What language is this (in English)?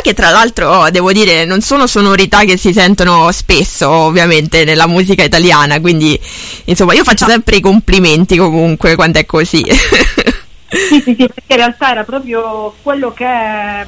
Italian